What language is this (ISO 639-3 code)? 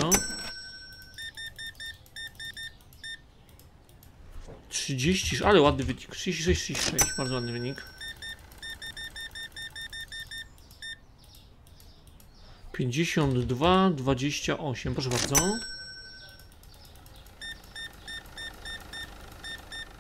pol